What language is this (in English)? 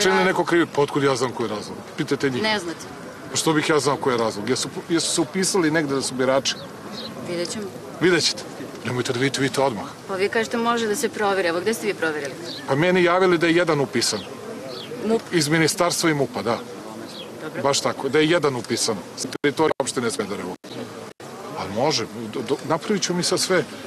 Serbian